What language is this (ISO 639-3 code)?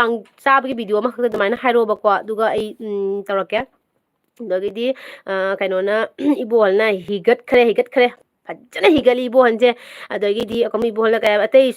mni